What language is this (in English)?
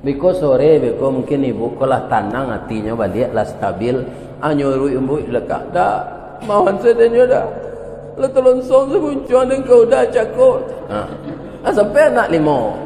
Minangkabau